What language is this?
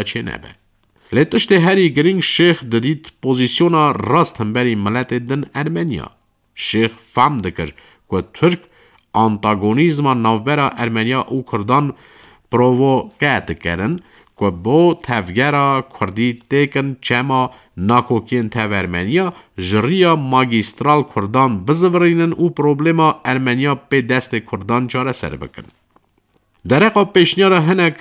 Kurdish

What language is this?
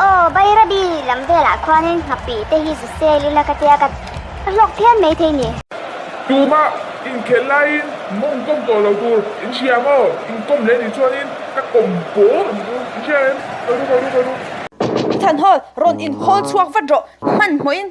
Mizo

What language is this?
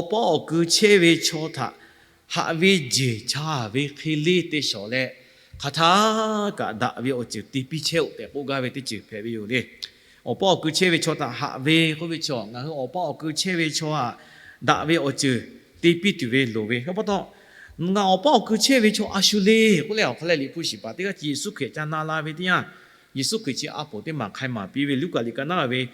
Lahu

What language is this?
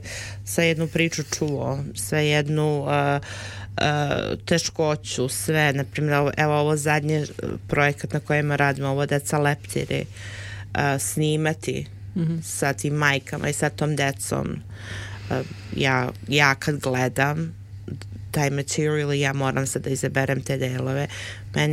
Serbian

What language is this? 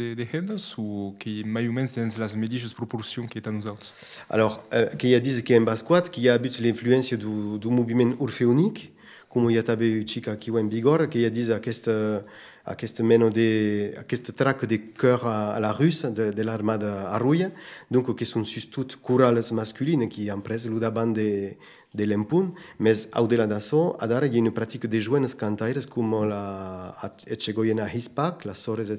Occitan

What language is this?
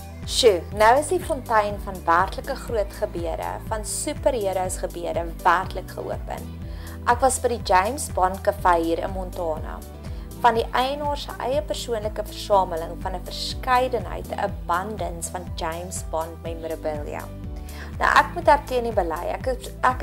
Afrikaans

